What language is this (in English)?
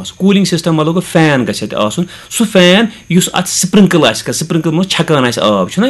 Kashmiri